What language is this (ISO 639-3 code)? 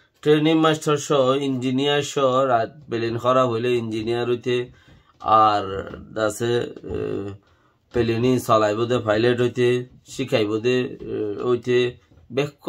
rhg